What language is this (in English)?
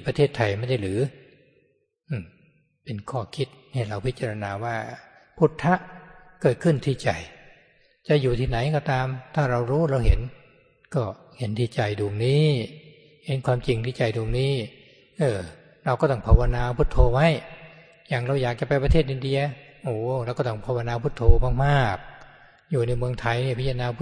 Thai